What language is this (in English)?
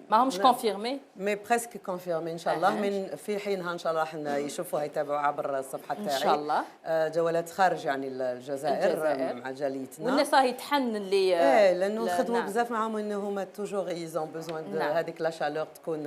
Algerian Arabic